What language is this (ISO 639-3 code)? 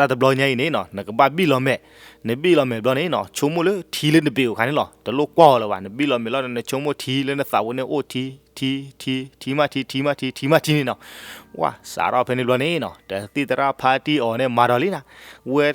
ksw